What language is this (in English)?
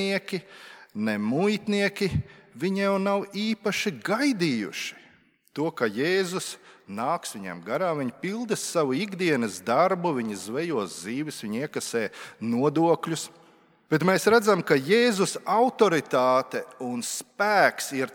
Latvian